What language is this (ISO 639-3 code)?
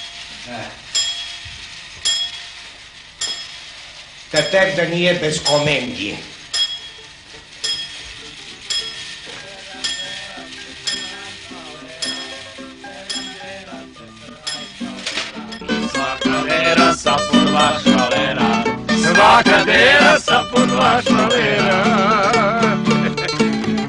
srp